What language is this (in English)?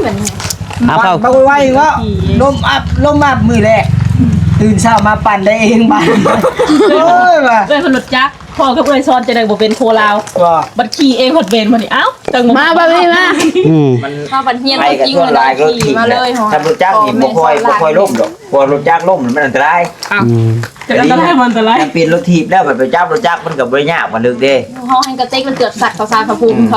Northeastern Thai